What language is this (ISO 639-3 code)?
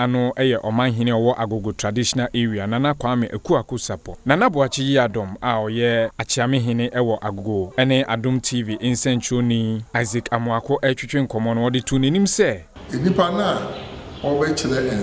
aka